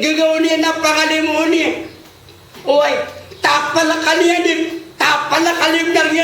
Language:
Maranao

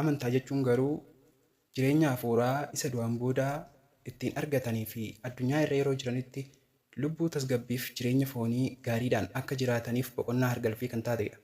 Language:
Oromo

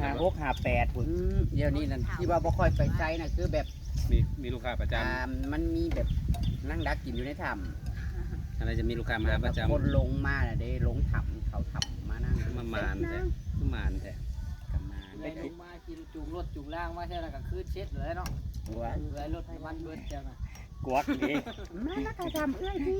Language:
Northeastern Thai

